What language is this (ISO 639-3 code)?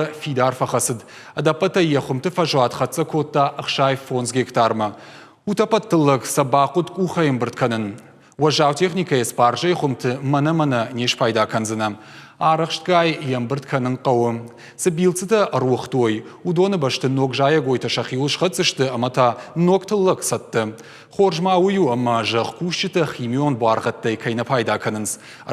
oss